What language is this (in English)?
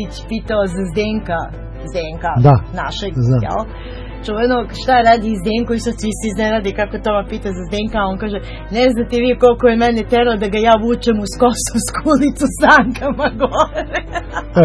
Serbian